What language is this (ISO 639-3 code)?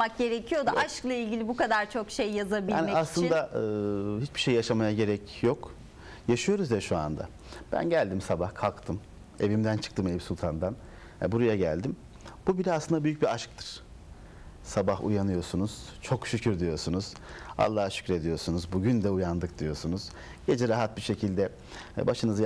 tur